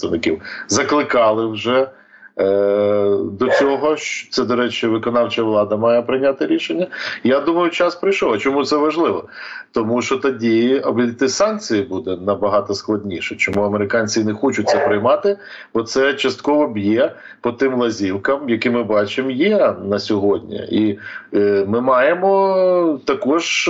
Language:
Ukrainian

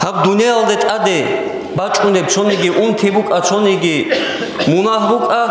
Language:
Avaric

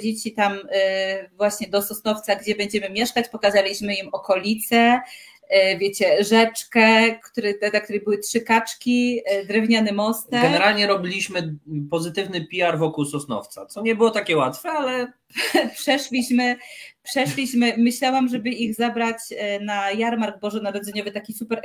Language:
Polish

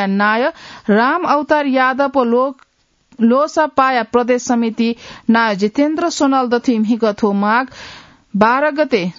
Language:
Newari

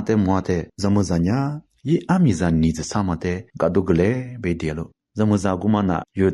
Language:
Lisu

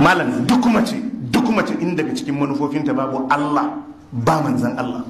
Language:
Hausa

